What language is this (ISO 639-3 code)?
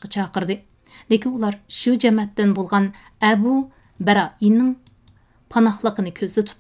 uig